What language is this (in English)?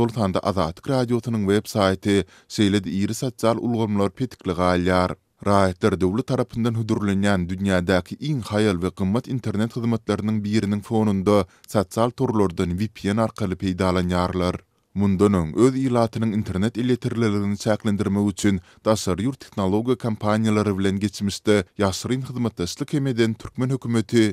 Turkmen